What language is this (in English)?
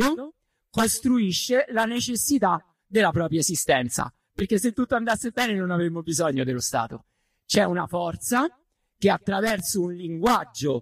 Italian